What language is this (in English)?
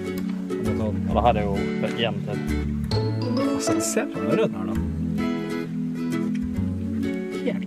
Norwegian